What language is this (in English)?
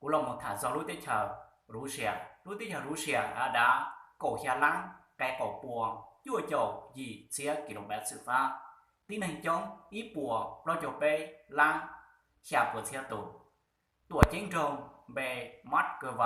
Hmong